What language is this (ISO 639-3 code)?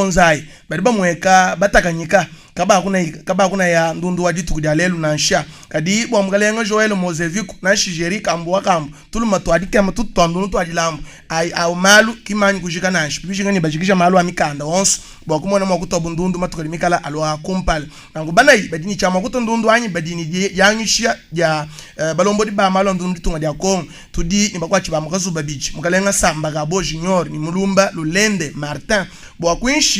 lua